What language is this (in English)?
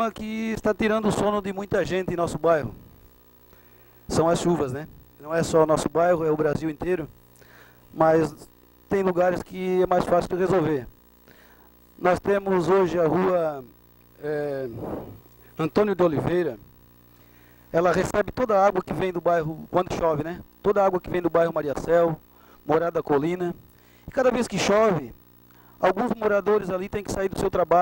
Portuguese